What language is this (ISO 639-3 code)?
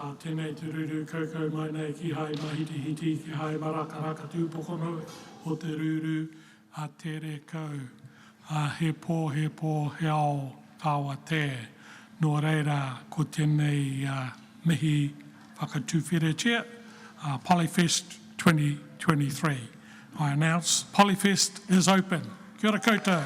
mri